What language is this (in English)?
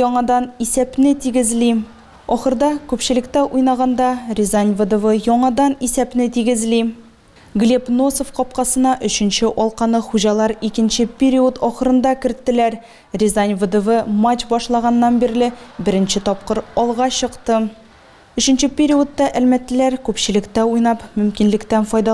Tatar